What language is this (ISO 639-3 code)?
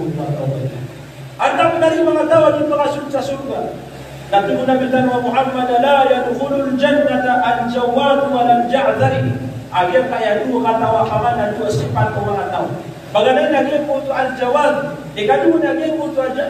mrw